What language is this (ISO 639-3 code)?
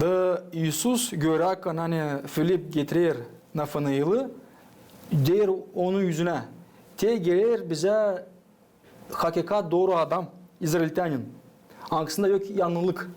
gag